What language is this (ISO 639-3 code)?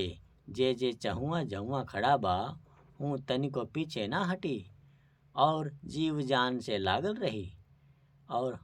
bho